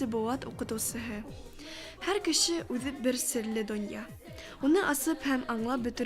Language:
Bashkir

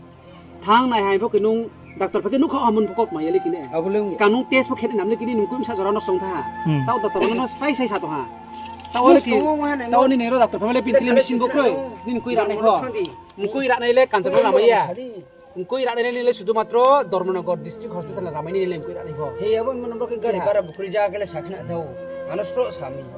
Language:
Riang (India)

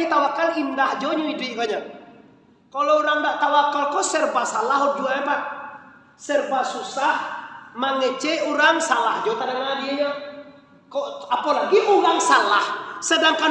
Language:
Minangkabau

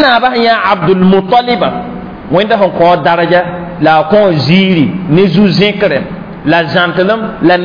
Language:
Mossi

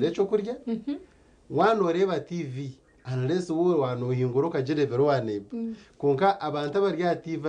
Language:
Nyankole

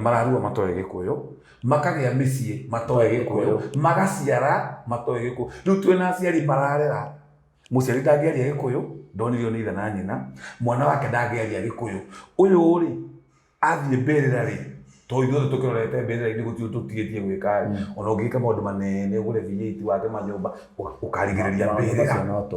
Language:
Kikuyu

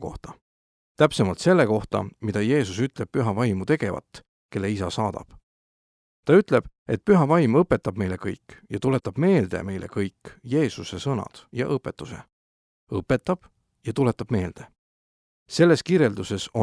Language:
Estonian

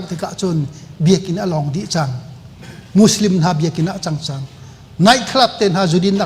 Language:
Hakha Chin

